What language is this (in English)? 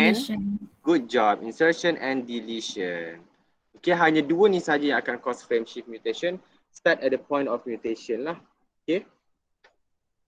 Malay